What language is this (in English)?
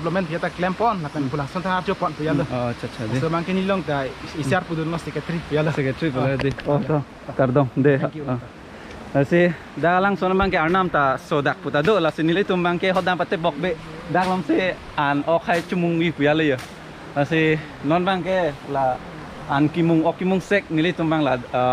Karbi